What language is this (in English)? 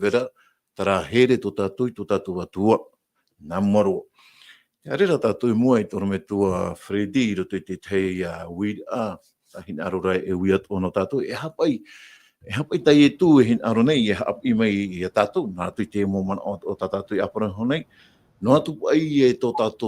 Tahitian